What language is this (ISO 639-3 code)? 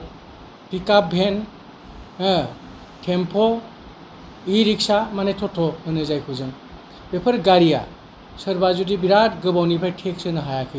brx